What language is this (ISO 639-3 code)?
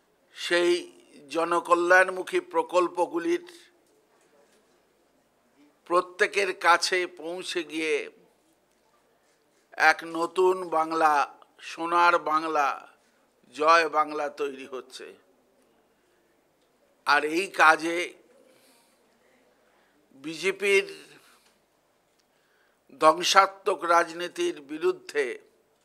ben